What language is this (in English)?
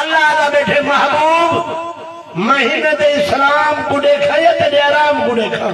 Saraiki